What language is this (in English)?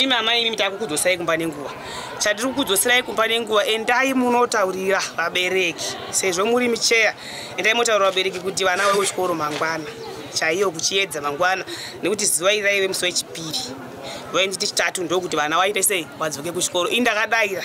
Shona